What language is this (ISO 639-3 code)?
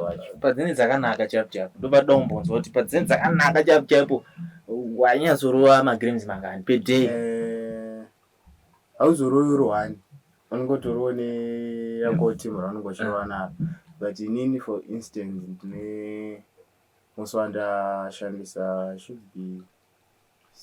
sna